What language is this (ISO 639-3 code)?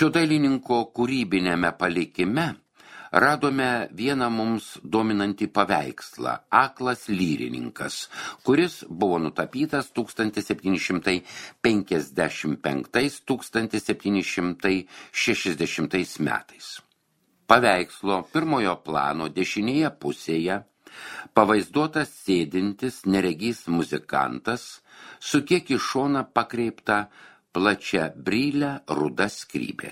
lit